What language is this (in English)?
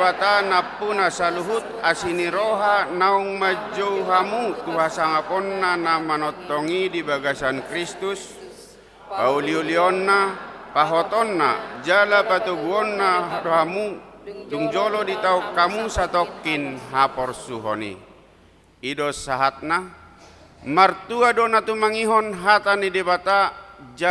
Batak Toba